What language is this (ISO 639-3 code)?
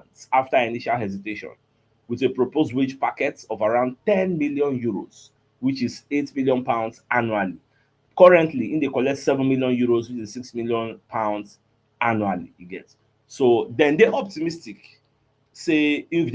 pcm